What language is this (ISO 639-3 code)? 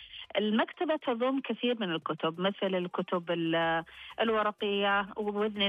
ars